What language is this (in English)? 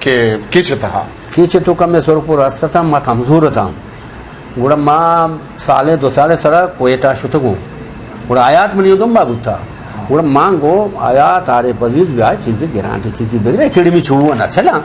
Eastern Balochi